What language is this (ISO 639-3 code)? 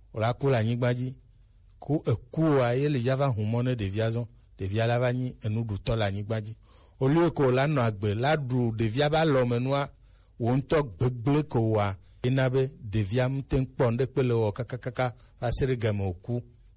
gej